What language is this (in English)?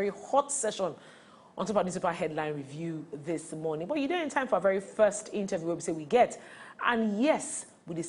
Nigerian Pidgin